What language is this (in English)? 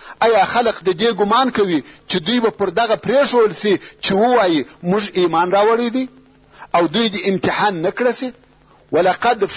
Pashto